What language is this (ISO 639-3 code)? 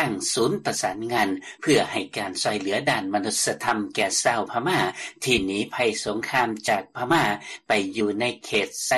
lao